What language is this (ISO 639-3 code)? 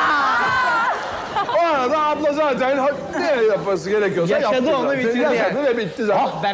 tur